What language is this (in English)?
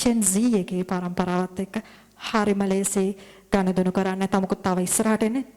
Sinhala